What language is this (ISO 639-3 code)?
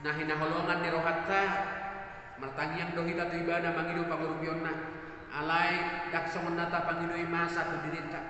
bbc